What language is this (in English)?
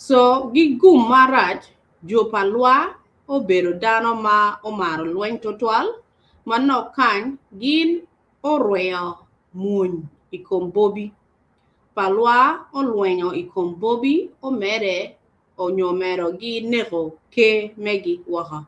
Acoli